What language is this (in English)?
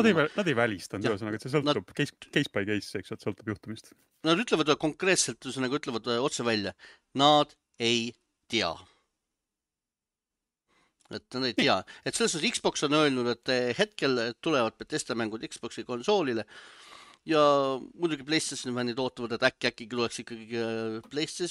Estonian